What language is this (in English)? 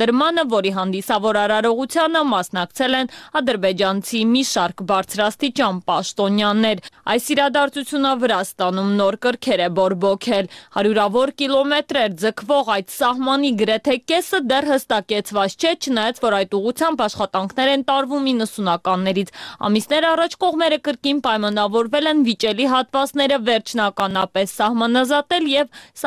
Armenian